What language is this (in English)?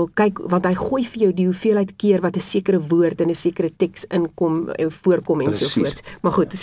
Afrikaans